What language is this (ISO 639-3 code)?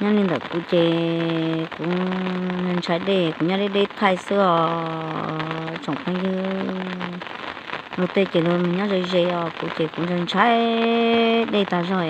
hmn